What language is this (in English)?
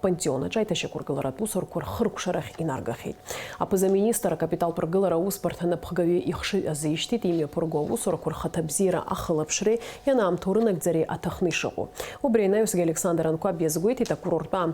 Abkhazian